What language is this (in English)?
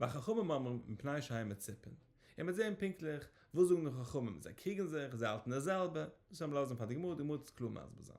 Yiddish